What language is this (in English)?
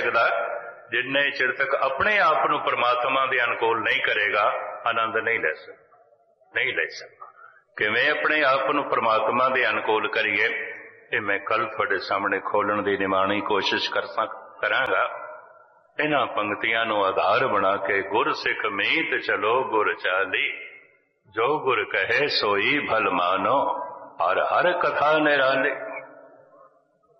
Punjabi